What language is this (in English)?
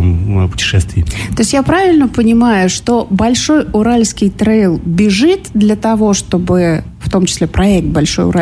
Russian